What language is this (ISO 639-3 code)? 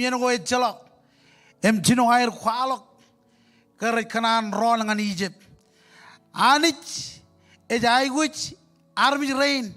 mah